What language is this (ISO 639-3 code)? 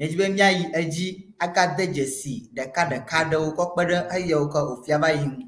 ewe